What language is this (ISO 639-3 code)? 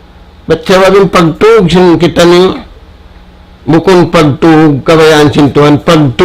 tsg